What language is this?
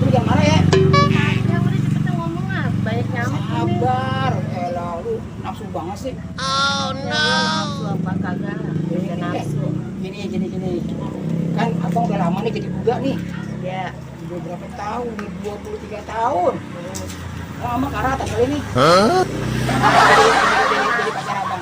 Betawi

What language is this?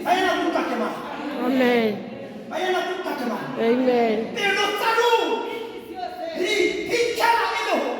Tswana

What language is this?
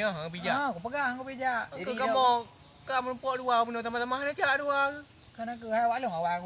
Achinese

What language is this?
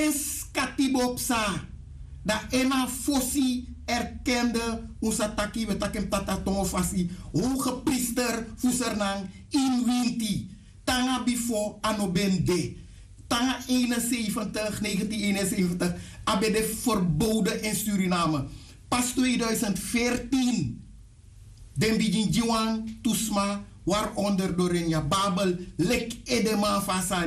Sranan Tongo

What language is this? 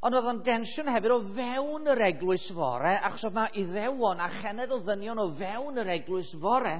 Welsh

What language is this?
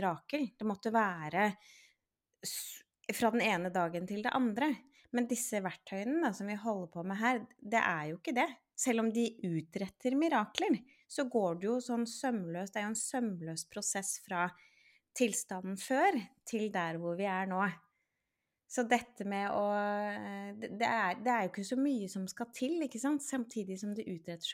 Norwegian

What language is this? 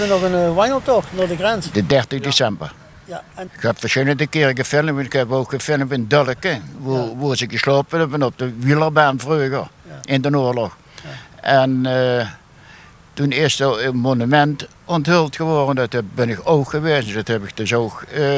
Limburgish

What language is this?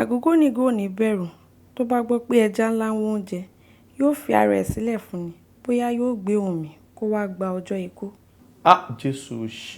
Yoruba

